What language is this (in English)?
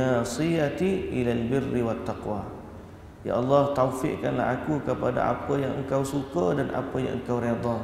Malay